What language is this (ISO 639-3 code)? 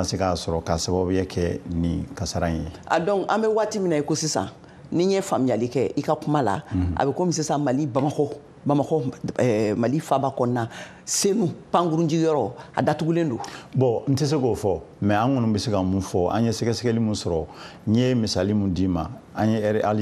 bam